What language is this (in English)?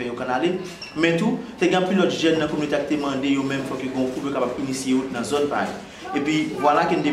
Haitian Creole